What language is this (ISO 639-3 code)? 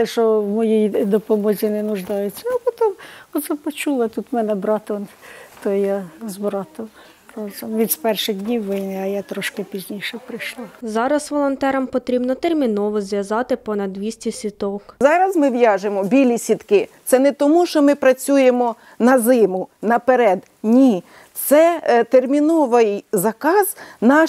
ukr